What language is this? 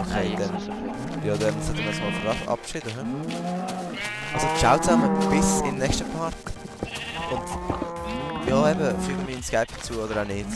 Swiss German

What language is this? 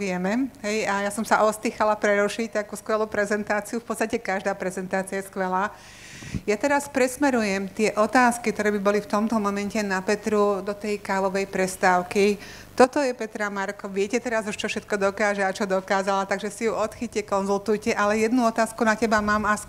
Slovak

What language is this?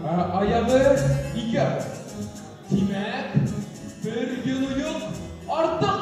Bashkir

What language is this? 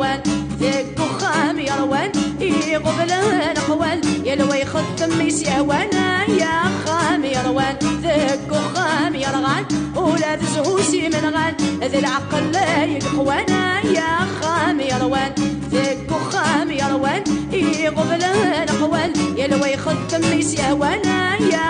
Kabyle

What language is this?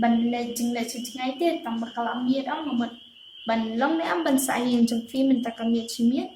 Khasi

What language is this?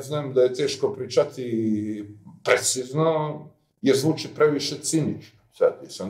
Serbian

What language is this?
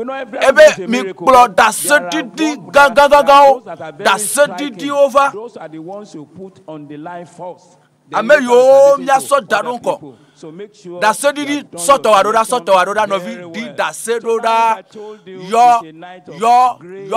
Ewe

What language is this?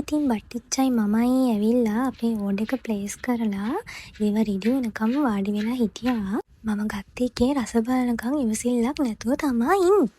Sinhala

